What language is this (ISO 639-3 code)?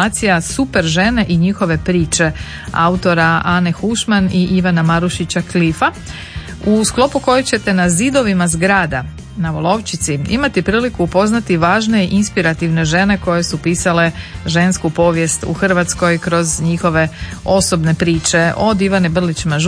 hrv